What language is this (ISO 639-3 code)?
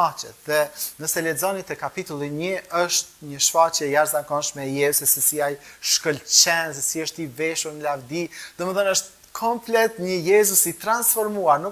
sqi